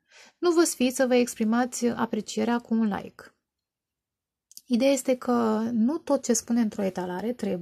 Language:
Romanian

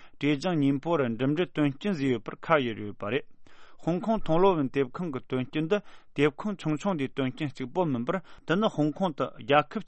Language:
Tibetan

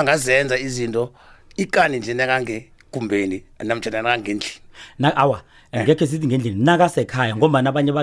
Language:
South Ndebele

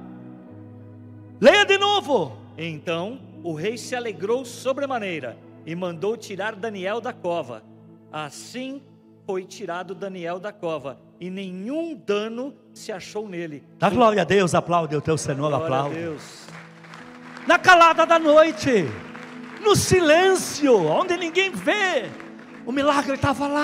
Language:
Portuguese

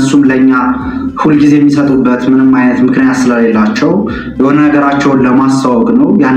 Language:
Amharic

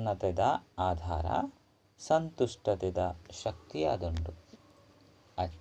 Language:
Tulu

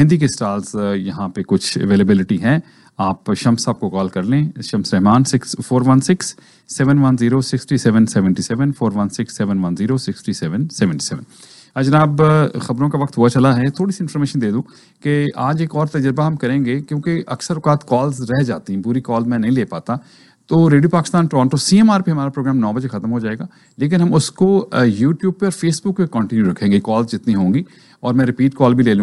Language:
Urdu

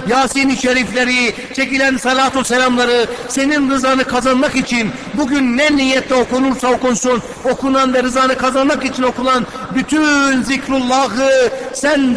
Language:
Turkish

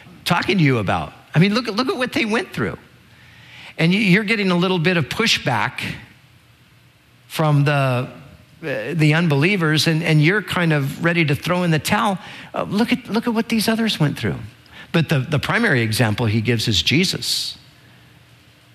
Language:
English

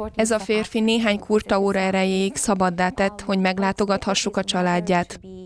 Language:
Hungarian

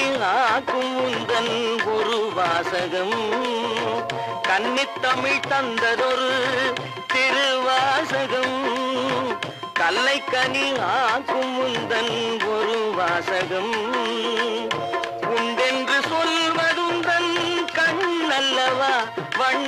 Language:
Tamil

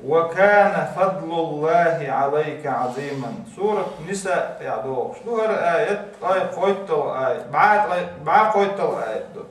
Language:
Chechen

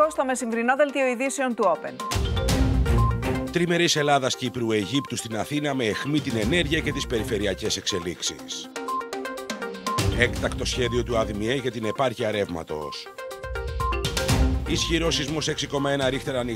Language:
Greek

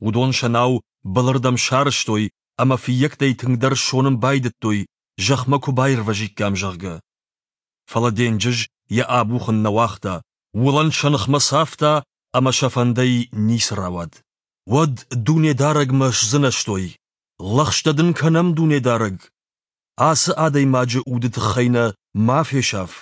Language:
Ossetic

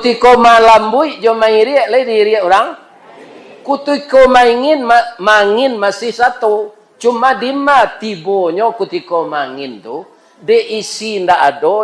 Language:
Minangkabau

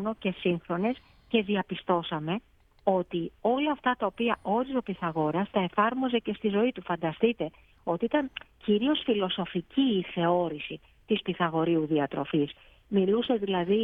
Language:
Greek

